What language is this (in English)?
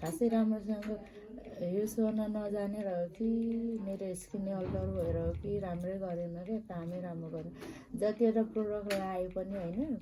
Nepali